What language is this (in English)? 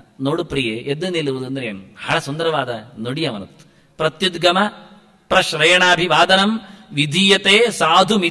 Kannada